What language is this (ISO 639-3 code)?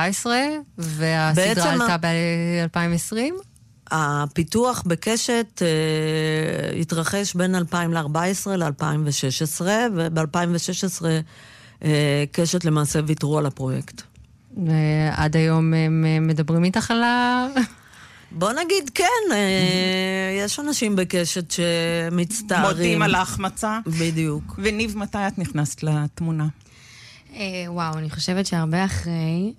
heb